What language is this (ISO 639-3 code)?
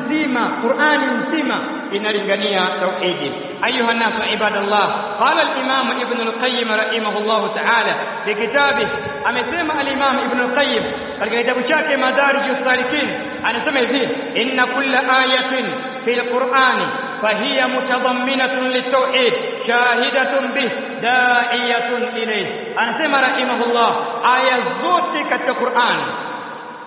swa